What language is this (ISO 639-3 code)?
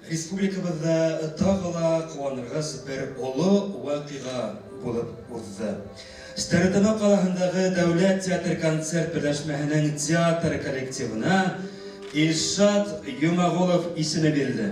bak